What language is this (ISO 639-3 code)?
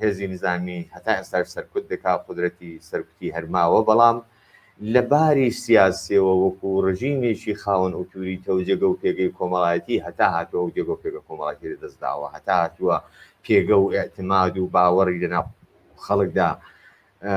ckb